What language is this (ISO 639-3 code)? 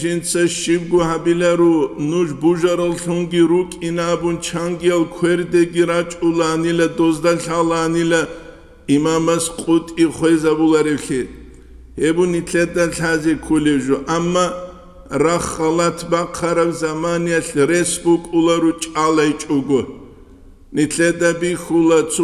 ava